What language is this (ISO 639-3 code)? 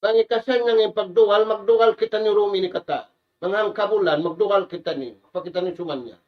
tsg